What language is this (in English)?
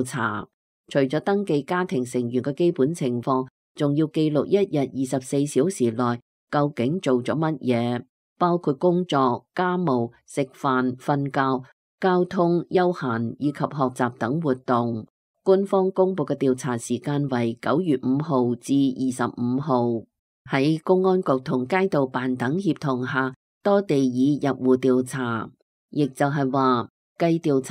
Cantonese